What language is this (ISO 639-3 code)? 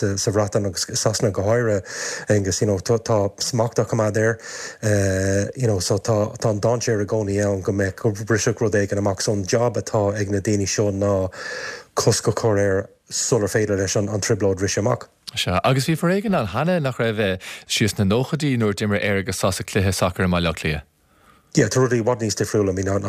gle